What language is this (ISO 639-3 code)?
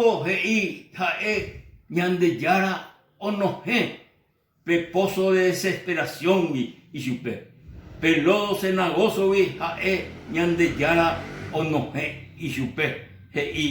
grn